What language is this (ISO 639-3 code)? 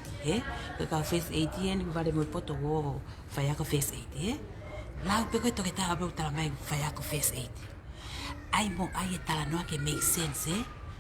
ton